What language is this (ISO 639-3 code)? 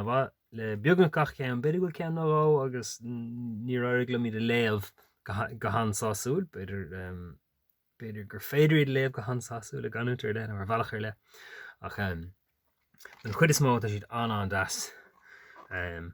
gle